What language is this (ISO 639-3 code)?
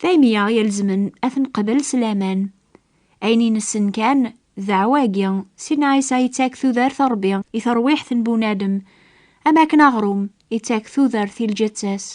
kab